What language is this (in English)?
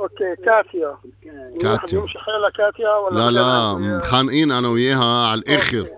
North Levantine Arabic